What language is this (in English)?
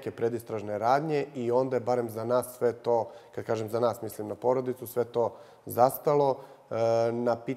Serbian